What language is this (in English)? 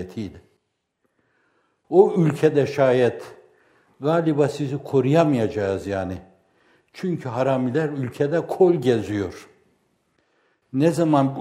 Turkish